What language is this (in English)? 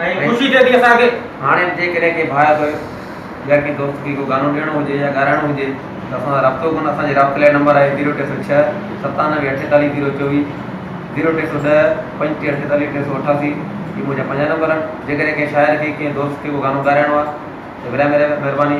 Sindhi